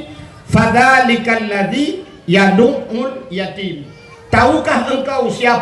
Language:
Achinese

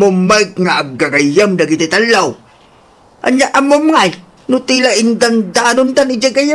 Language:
Iloko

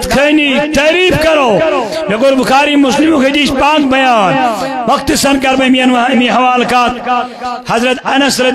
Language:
Kashmiri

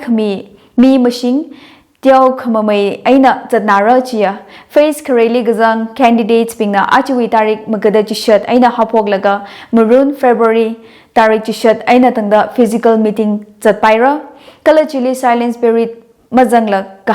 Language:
Tangkhul Naga (India)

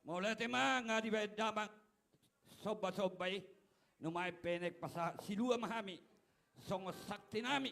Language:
Batak Toba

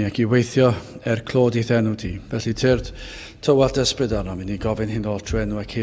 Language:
Welsh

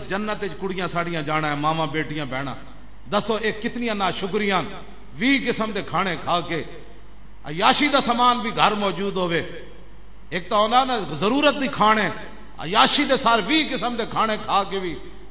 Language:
Western Panjabi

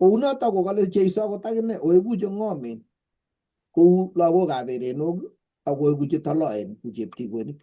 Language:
Kalenjin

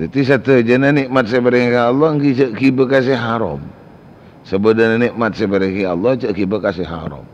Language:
Madurese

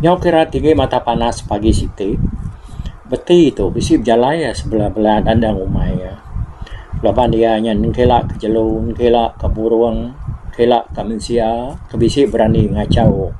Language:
Iban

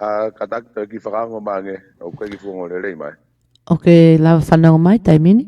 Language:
Tongan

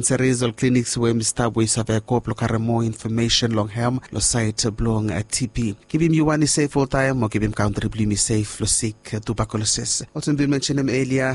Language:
Bislama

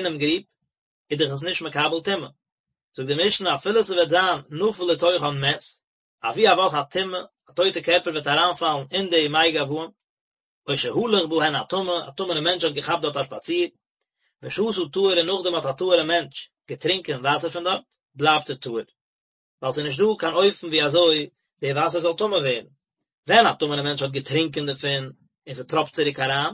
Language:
Yiddish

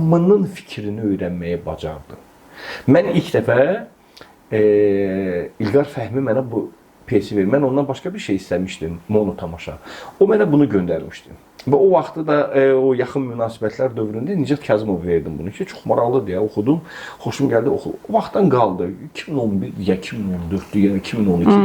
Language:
Azerbaijani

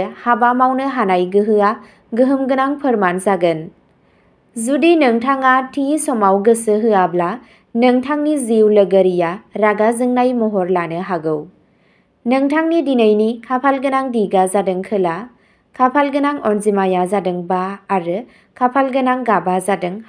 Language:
Bodo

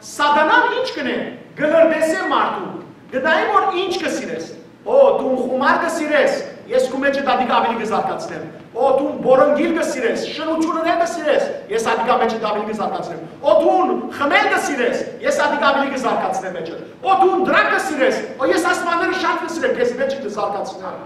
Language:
Western Armenian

